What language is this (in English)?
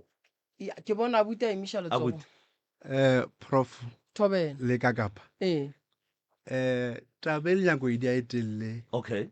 Northern Sotho